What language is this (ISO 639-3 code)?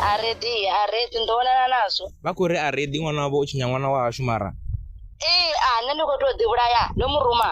ven